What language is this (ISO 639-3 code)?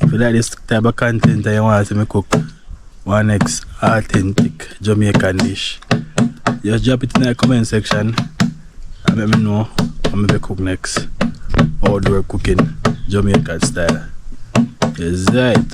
jam